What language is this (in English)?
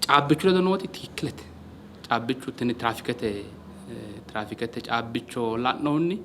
Sidamo